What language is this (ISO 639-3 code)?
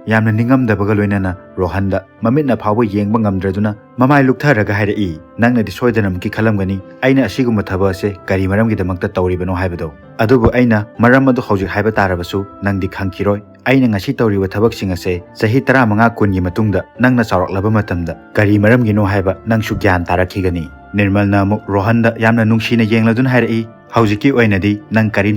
mni